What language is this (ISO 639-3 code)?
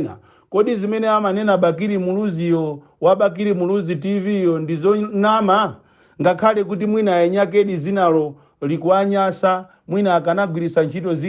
nya